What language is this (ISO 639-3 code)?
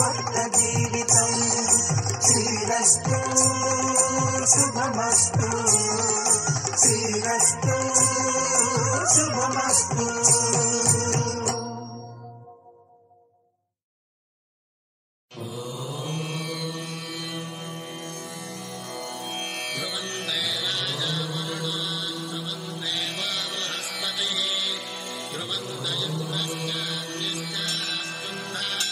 tel